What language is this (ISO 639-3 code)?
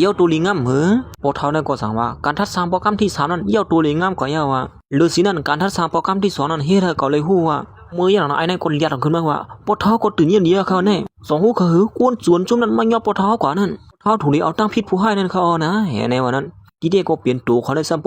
shn